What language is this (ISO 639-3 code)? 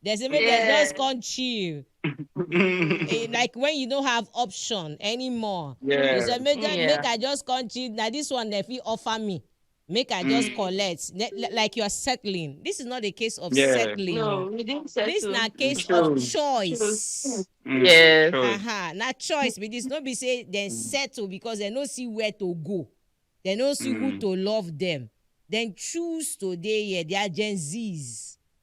pcm